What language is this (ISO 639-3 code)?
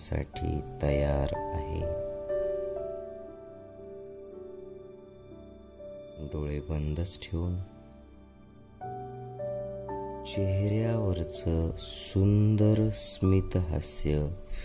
mar